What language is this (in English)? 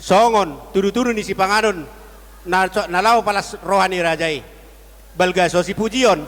Batak Toba